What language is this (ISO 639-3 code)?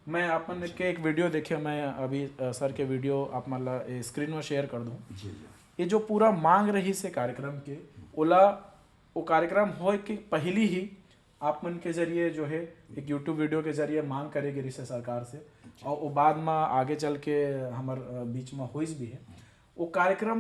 hne